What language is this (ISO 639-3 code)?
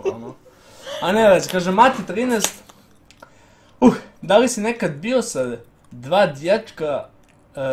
srp